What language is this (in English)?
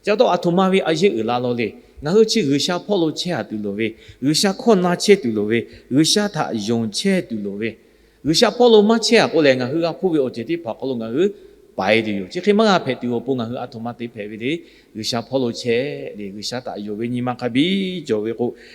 Lahu